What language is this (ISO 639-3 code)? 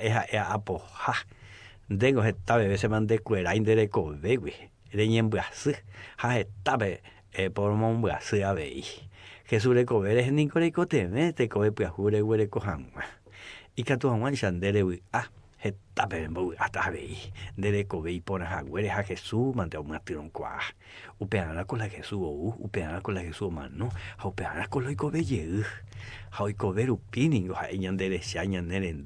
grn